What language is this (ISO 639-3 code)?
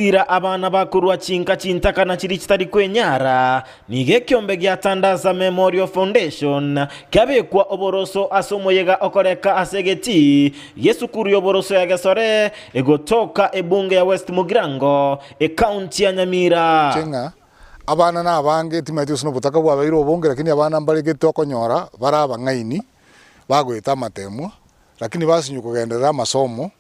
guz